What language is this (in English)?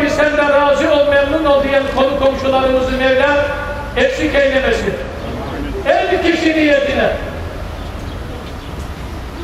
Turkish